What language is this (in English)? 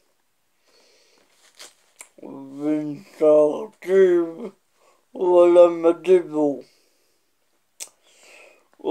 Hebrew